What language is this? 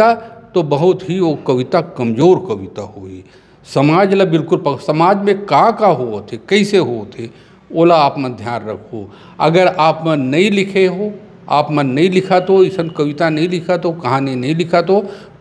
Chhattisgarhi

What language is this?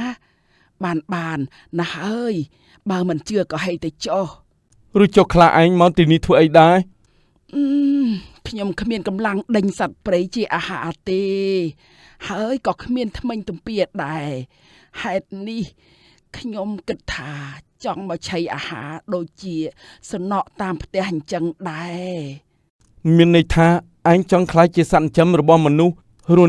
Khmer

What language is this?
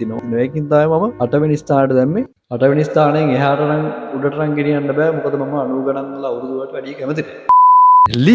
Sinhala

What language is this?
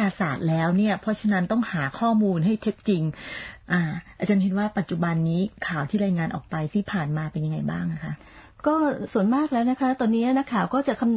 Thai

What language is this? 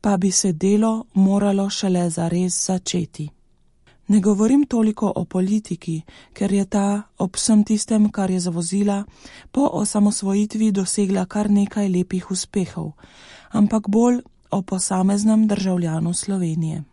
Slovenian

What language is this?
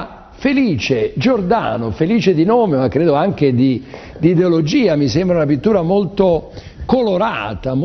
Italian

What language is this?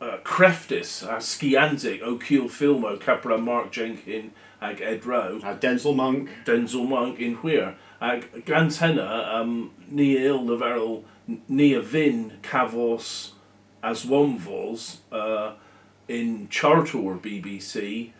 Cornish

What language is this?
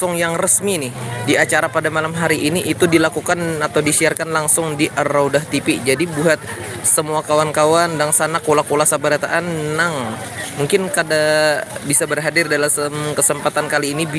Banjar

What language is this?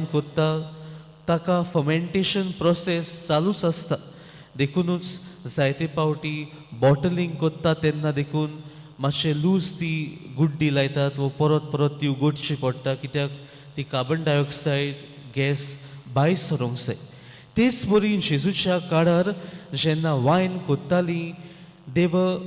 Konkani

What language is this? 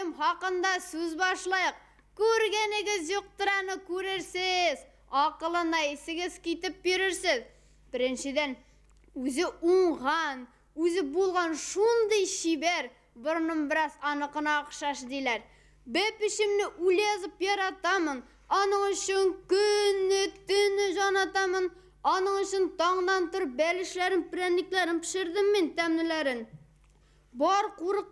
Bashkir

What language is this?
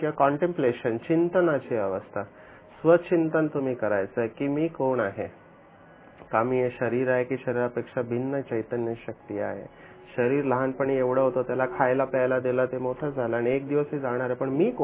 Marathi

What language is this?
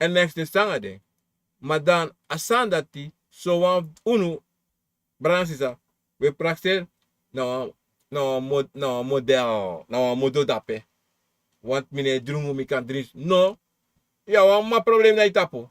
Sranan Tongo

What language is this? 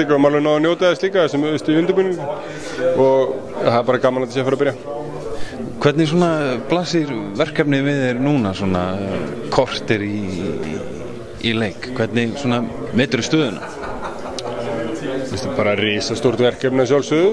Icelandic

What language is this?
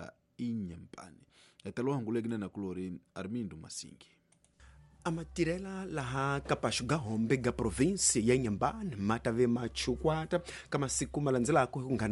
Tsonga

